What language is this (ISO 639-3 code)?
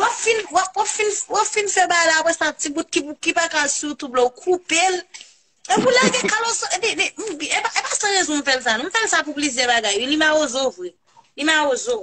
hat